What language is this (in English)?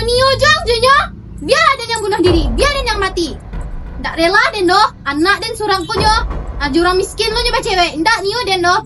Minangkabau